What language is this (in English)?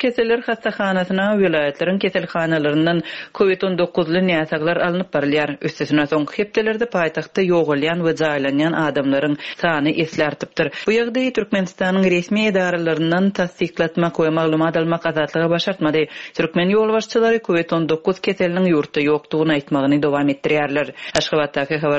Turkmen